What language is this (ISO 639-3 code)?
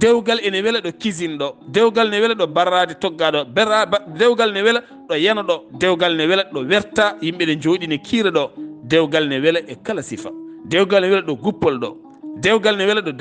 ful